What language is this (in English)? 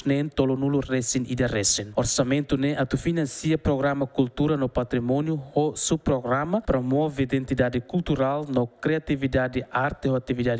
Tetum